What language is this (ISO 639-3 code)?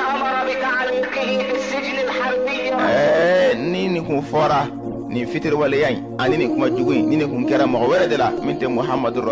bam